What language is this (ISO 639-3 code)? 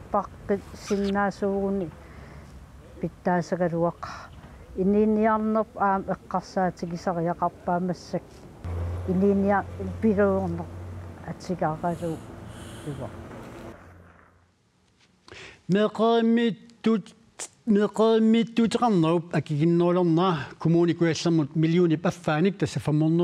kal